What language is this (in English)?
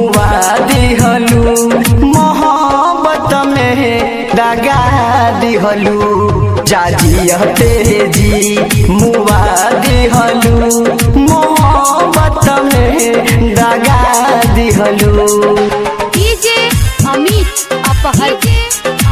Bhojpuri